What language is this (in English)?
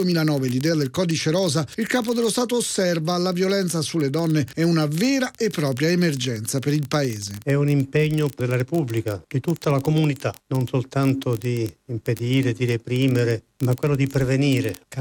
Italian